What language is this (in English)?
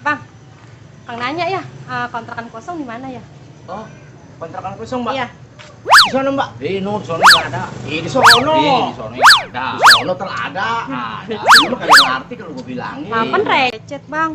Betawi